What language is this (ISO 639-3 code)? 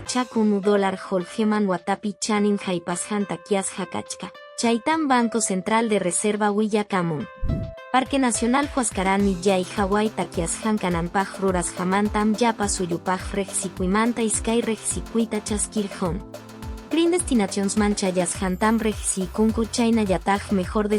que